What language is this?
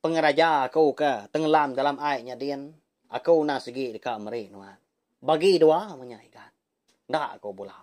Iban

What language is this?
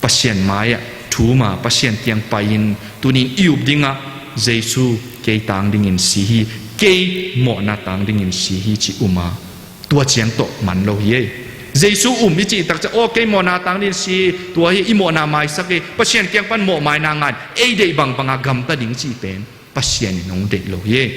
Tedim Chin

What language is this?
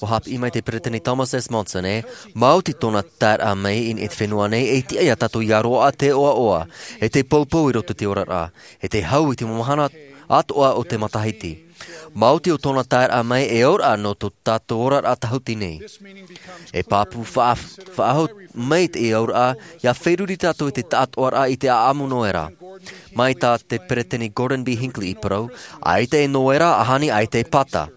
Tahitian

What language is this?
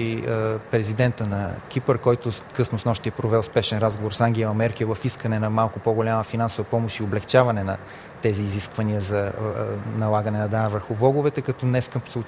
Bulgarian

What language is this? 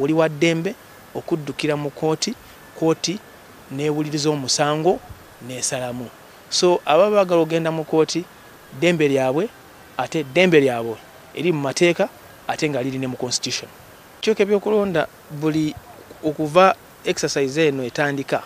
Ganda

